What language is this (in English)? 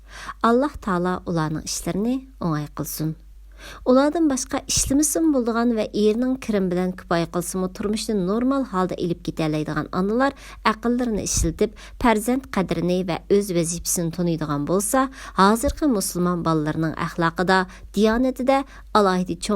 Uyghur